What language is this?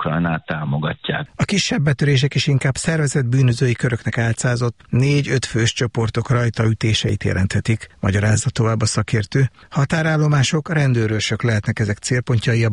Hungarian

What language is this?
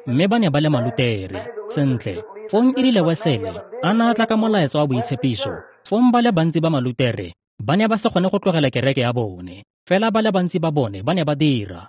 Tswana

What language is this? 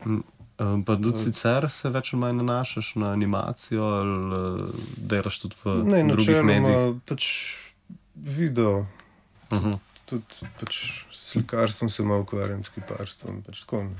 Slovenian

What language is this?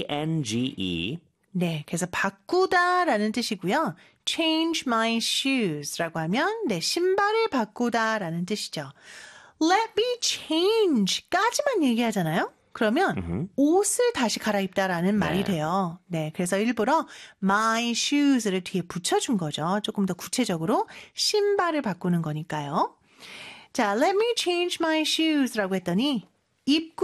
Korean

